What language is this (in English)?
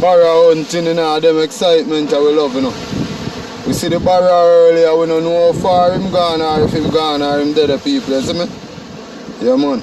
Jamaican Creole English